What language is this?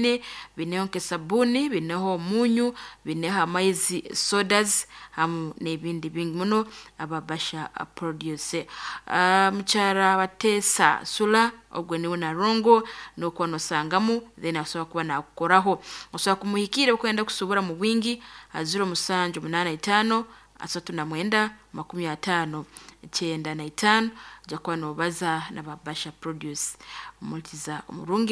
Nyoro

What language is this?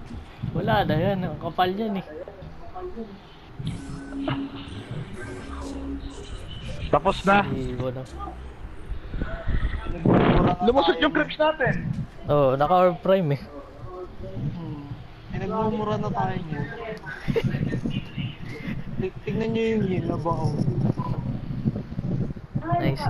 Filipino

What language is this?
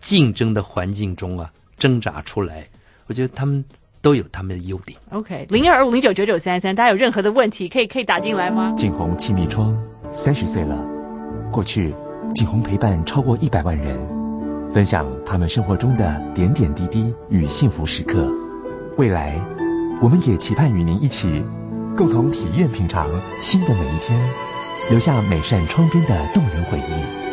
Chinese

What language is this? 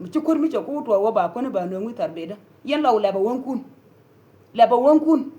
Nuer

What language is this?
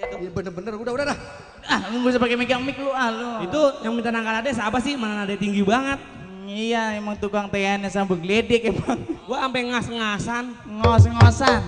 Betawi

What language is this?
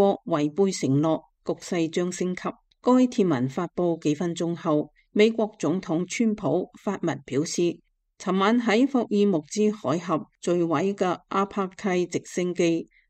Cantonese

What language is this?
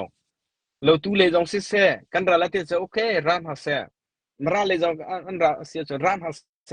Hakha Chin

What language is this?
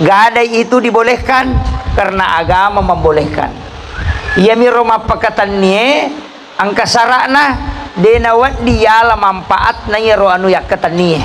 Buginese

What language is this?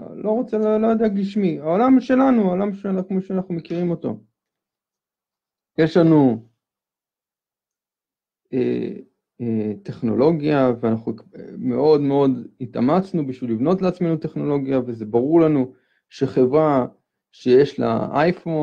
Hebrew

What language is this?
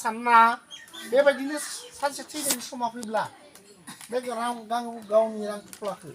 Bodo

